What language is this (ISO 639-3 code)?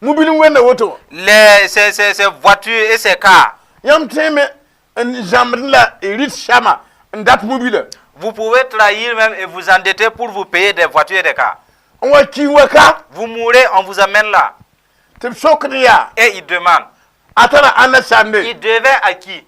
mos